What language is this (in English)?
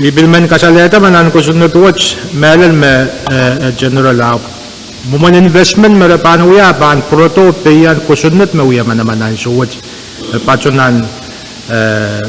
Pohnpeian